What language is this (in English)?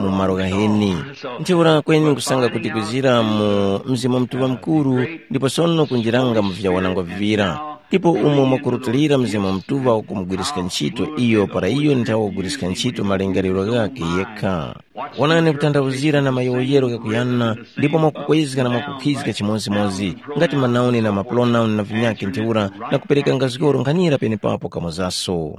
Tumbuka